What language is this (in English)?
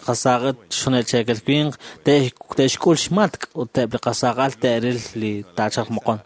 Kekchí